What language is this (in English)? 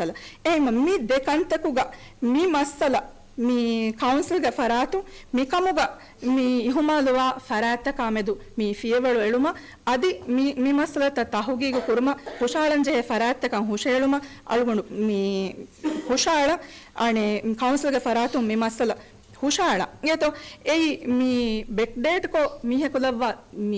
Divehi